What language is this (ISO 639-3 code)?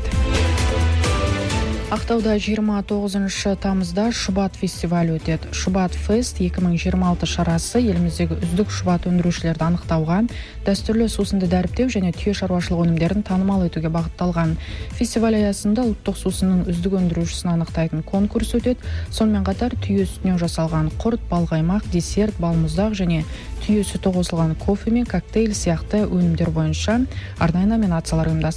kaz